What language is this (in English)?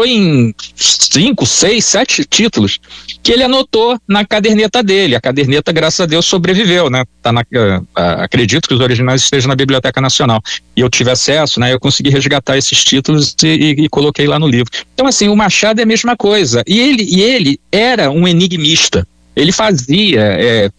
Portuguese